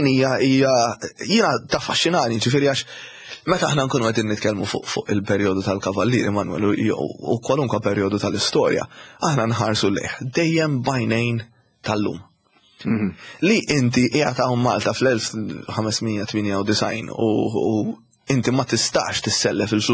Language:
Maltese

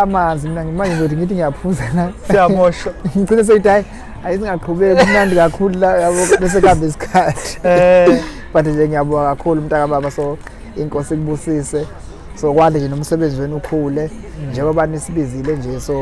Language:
Zulu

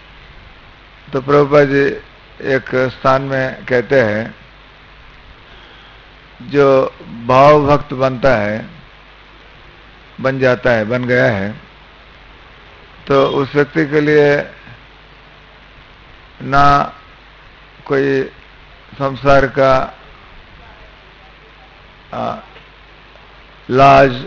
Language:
Hindi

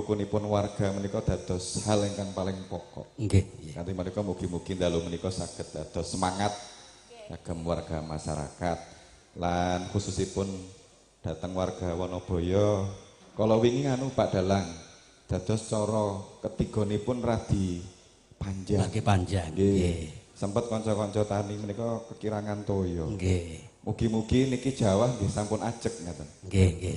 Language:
Javanese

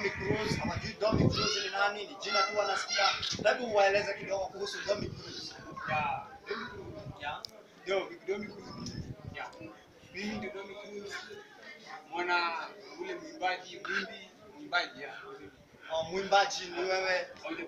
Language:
Swahili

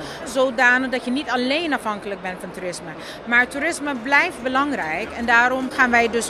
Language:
Dutch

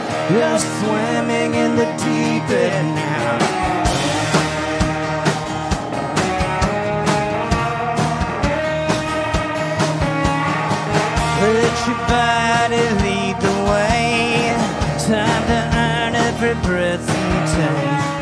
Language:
English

